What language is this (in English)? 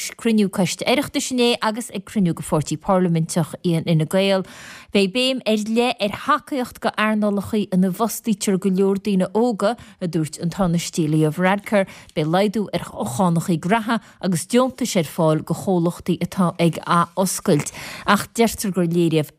Irish